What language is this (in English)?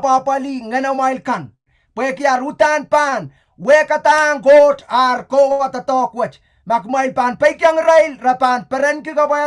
Pohnpeian